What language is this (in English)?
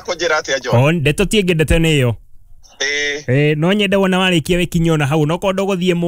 Kikuyu